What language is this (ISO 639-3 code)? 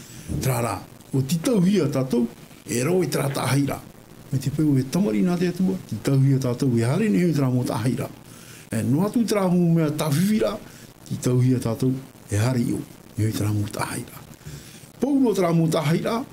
tah